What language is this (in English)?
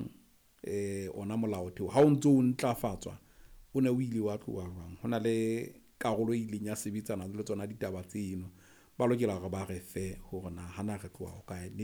Southern Sotho